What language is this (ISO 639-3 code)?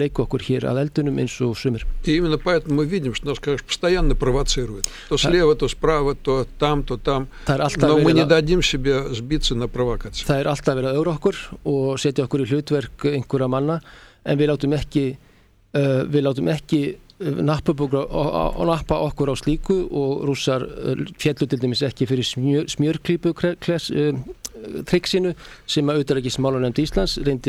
isl